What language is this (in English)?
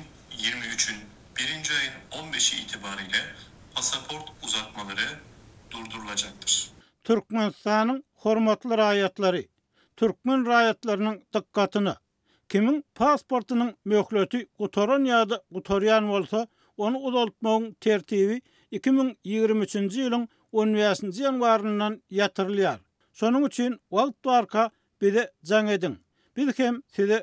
Turkmen